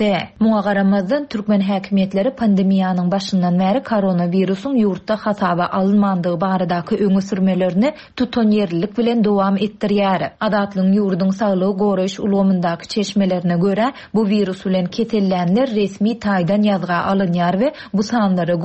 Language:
Turkmen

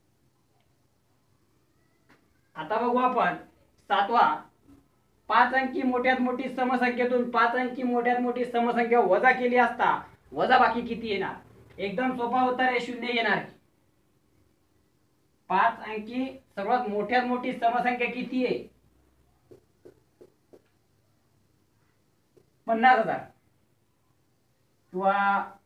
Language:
Marathi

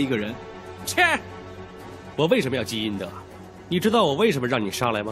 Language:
Chinese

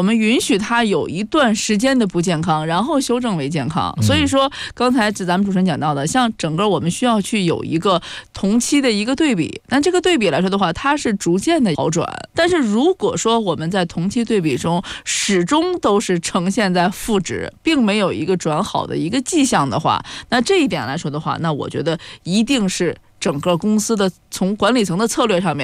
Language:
Chinese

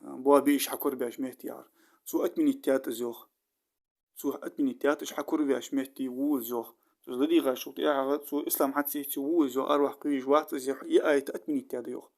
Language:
Ingush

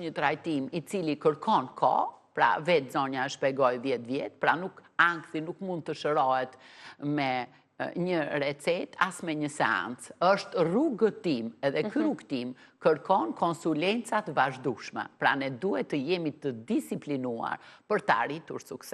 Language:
Albanian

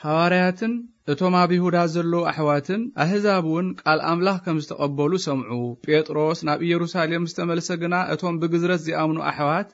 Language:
Tigrinya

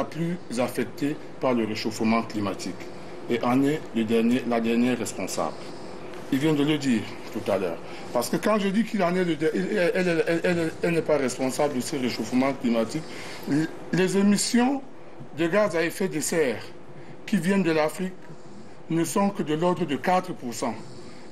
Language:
French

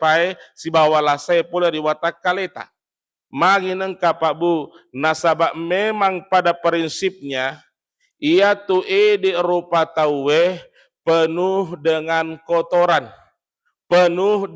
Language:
Buginese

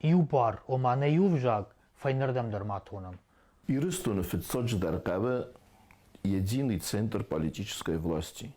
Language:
Ossetic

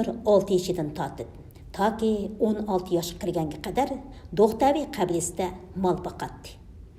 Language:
Uyghur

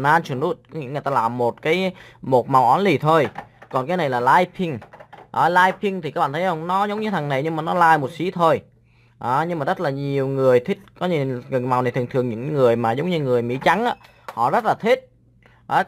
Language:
Vietnamese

